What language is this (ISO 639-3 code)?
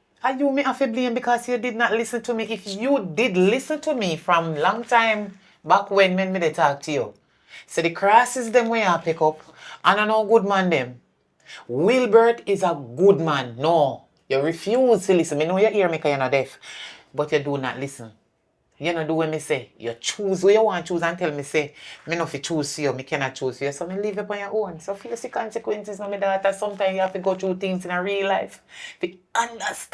jam